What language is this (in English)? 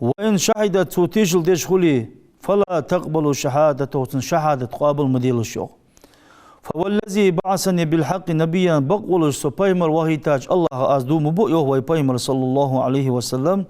Ingush